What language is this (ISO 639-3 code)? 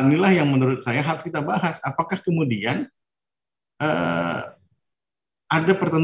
ind